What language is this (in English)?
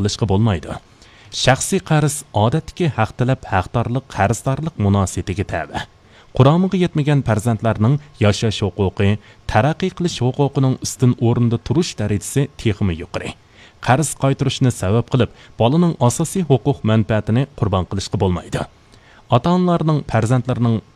Uyghur